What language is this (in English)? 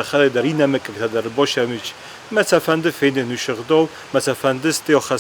Ossetic